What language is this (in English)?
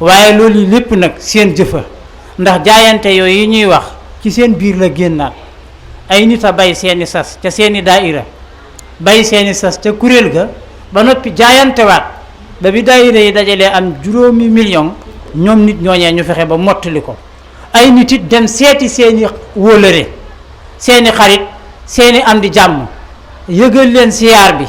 Wolof